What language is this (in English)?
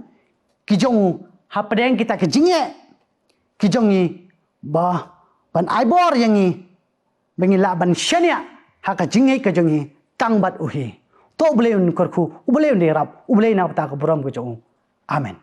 Khasi